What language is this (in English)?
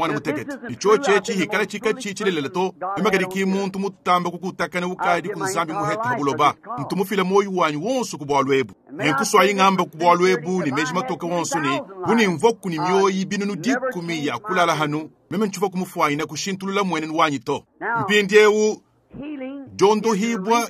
Luba-Lulua